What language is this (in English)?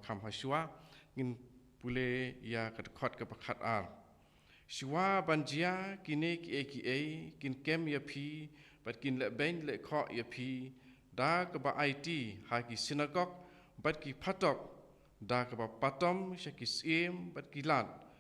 Khasi